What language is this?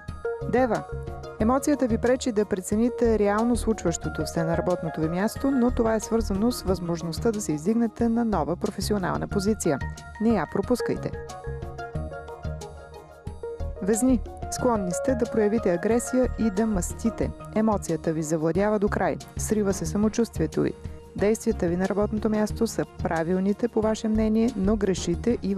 Bulgarian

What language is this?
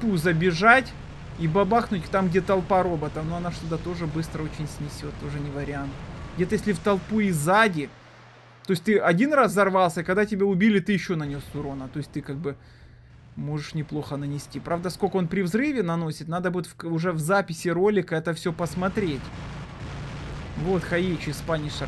Russian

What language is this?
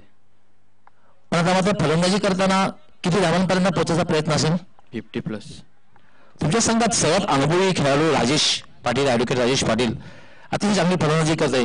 Marathi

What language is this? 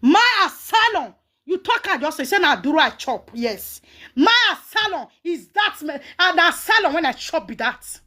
Nigerian Pidgin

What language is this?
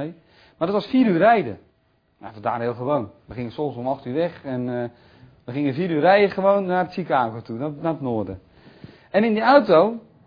Dutch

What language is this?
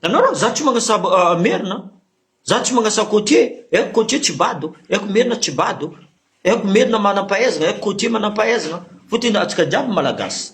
Malagasy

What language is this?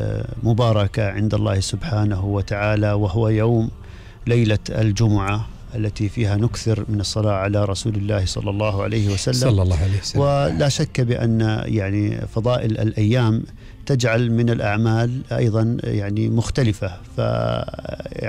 Gulf Arabic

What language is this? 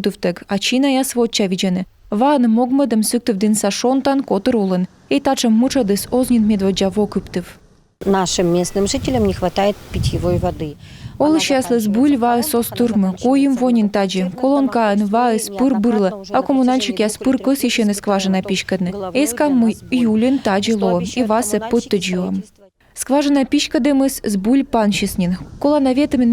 Komi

